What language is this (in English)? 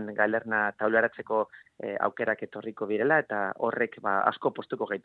Basque